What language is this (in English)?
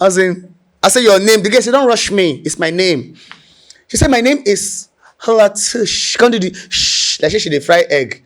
Nigerian Pidgin